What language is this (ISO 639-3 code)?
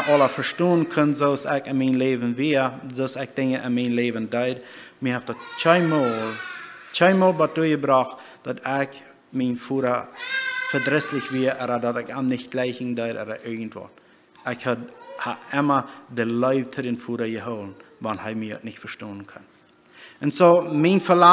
pdt